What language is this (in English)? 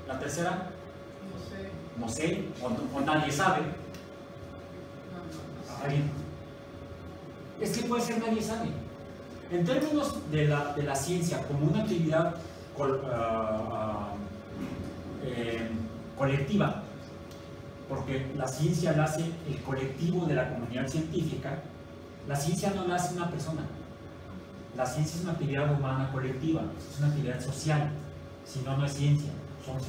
Spanish